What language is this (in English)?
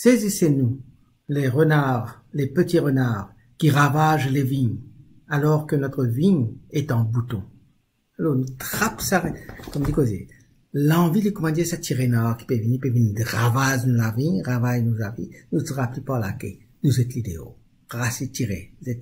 Morisyen